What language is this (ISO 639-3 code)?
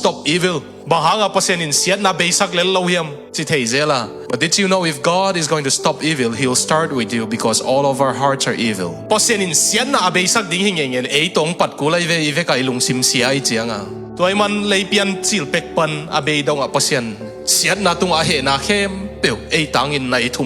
ctd